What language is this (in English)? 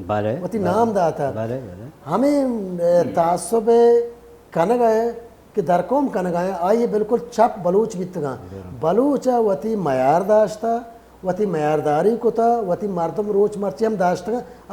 Baluchi